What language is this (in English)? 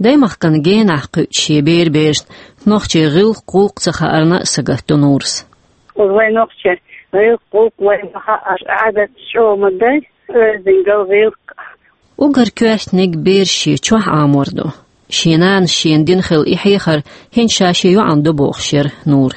Chechen